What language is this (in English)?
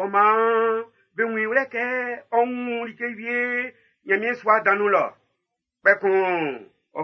Baoulé